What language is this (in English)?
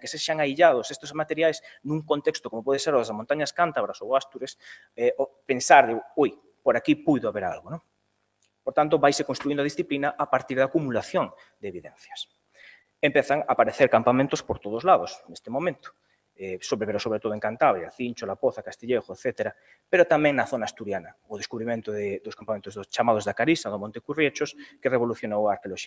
Galician